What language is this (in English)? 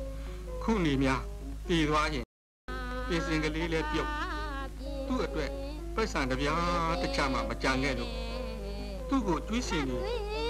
Burmese